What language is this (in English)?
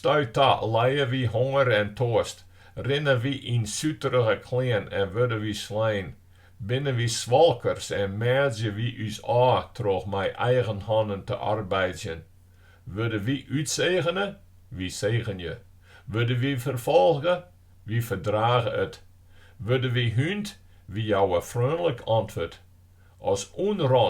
Western Frisian